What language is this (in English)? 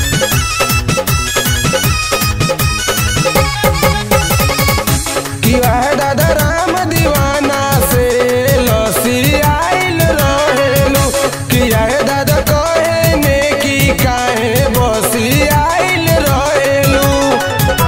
Bhojpuri